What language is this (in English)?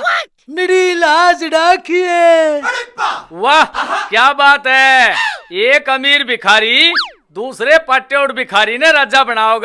Haryanvi